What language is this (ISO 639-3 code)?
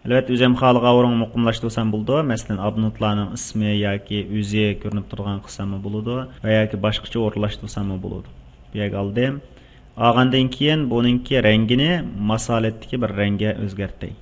uig